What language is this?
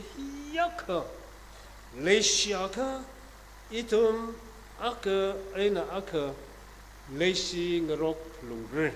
Tangkhul Naga (India)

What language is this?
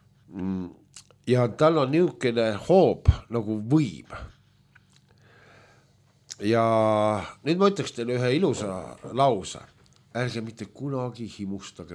Estonian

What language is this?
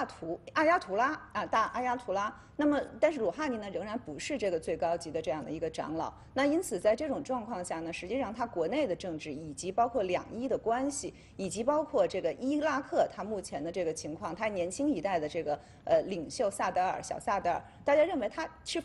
Chinese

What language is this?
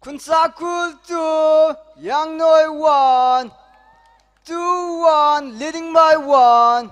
Tangkhul Naga (India)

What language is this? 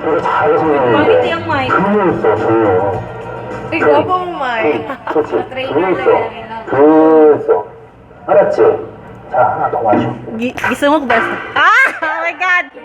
Cebuano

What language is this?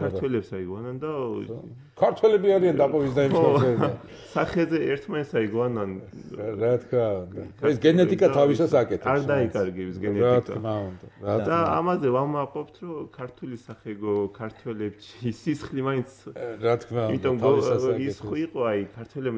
Georgian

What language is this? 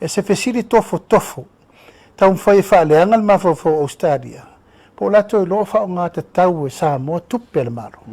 Samoan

